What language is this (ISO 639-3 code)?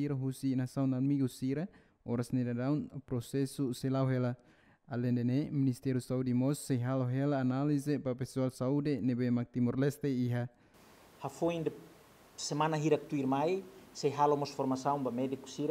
tet